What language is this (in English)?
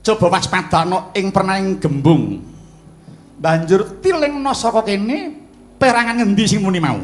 Javanese